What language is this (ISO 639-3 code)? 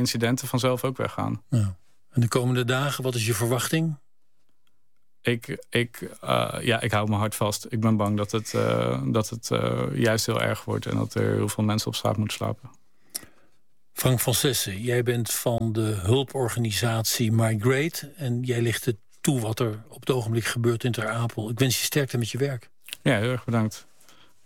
nld